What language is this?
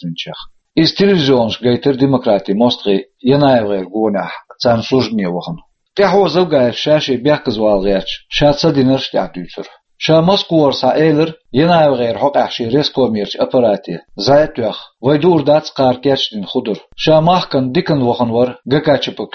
Chechen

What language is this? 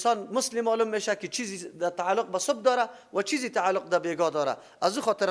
Persian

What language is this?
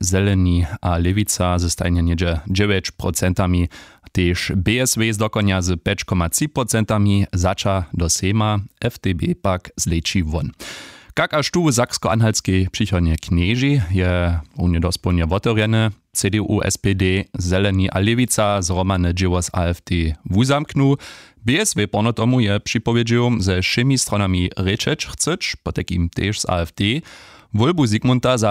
Upper Sorbian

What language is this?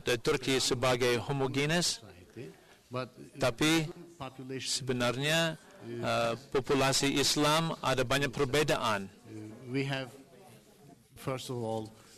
Malay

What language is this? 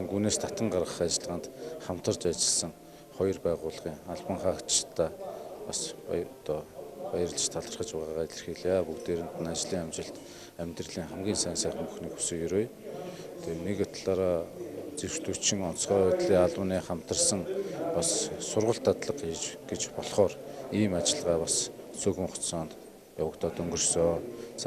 Mongolian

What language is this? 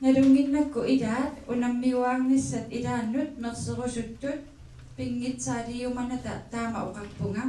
Kalaallisut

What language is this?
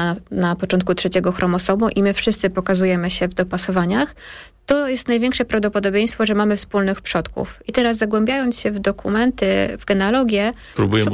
Polish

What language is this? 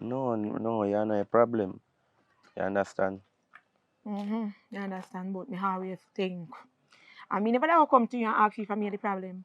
Jamaican Creole English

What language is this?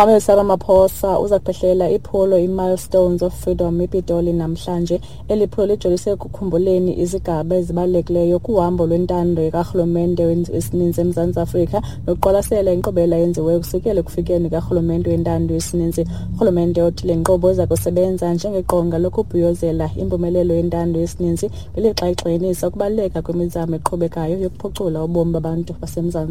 Xhosa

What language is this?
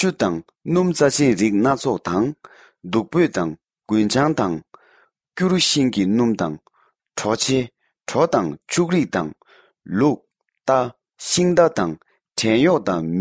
Tibetan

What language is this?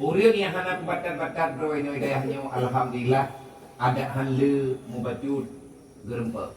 Achinese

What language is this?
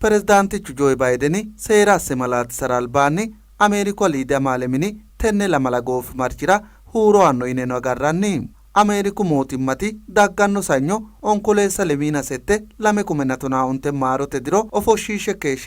Sidamo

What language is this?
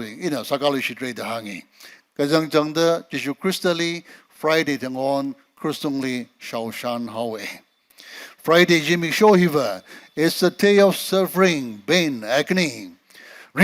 Tangkhul Naga (India)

